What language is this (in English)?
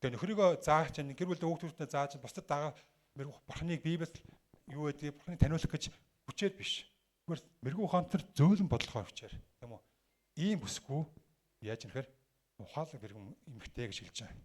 Mongolian